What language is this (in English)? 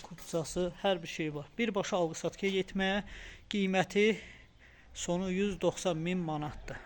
Azerbaijani